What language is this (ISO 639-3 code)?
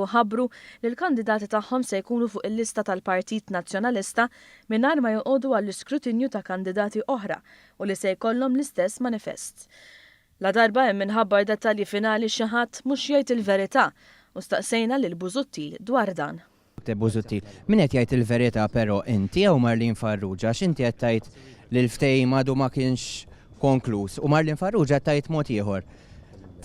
mlt